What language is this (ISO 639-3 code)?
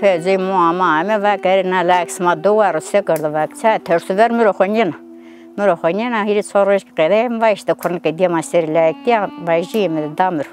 zza